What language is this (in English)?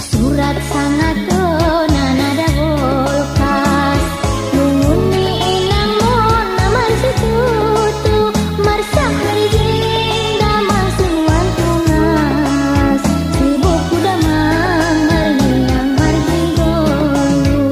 Batak Angkola